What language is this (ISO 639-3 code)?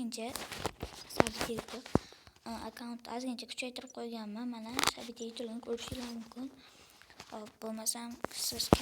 uzb